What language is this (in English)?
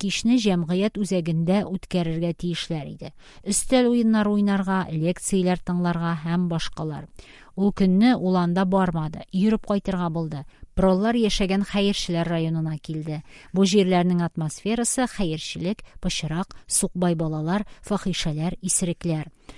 Tatar